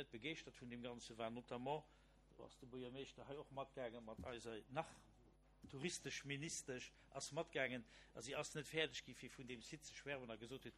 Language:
Luxembourgish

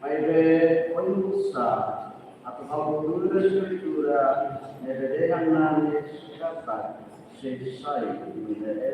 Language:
Tetum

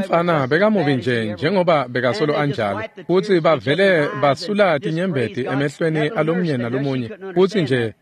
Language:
Swati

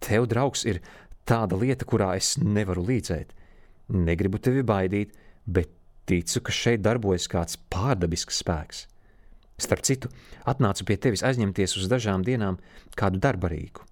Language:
Latvian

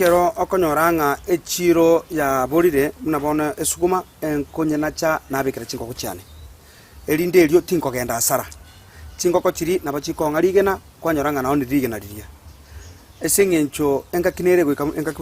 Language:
Gusii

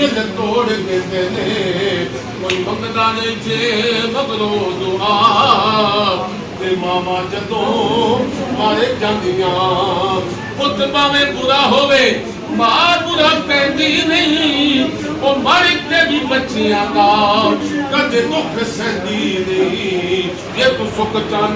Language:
Pahari-Potwari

